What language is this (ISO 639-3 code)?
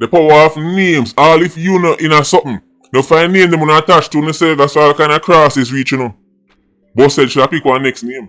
jam